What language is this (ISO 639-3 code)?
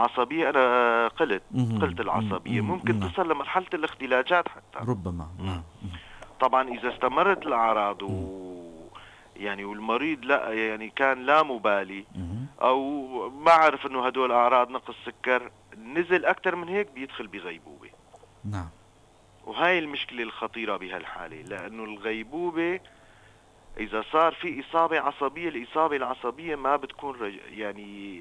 apc